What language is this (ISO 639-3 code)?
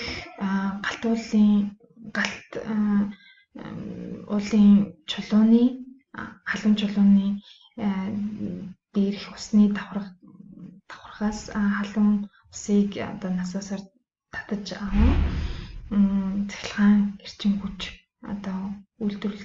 mon